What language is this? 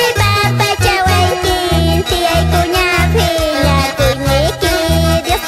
Quechua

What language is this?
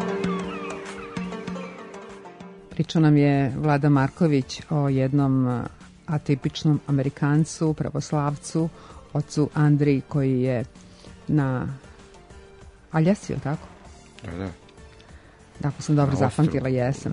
Serbian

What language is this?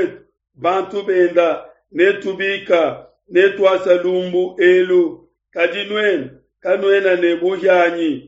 Luba-Lulua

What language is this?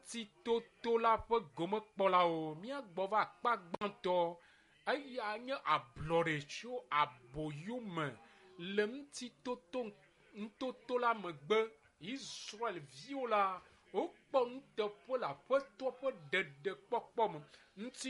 Ewe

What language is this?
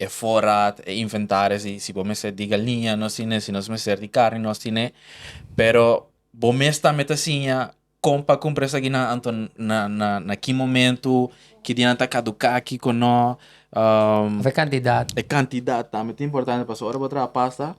Papiamento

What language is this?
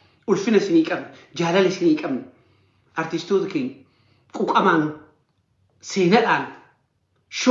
Oromo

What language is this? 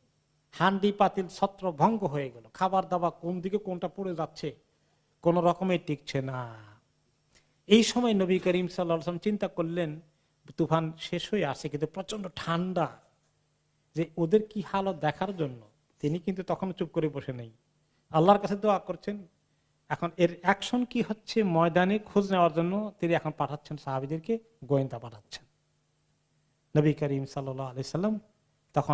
Bangla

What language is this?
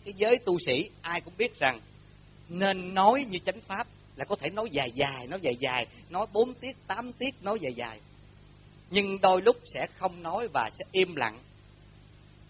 Vietnamese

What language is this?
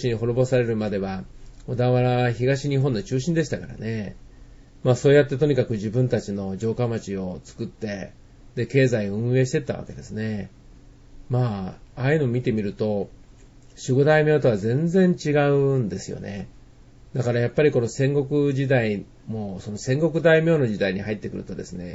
Japanese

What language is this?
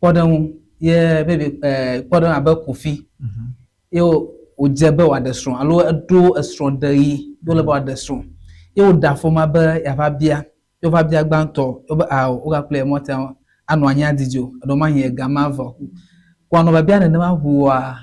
Ewe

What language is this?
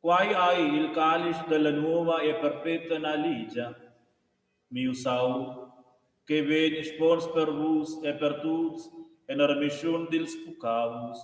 Romansh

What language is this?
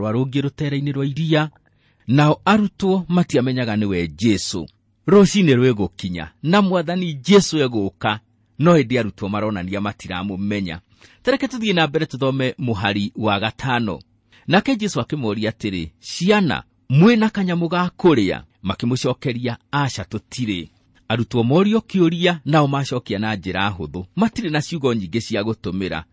Kikuyu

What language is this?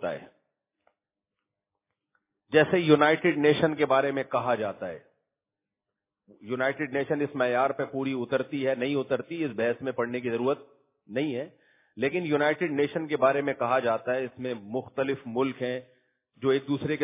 Urdu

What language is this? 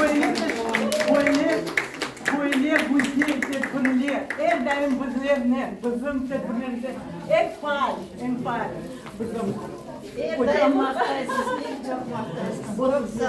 Crimean Tatar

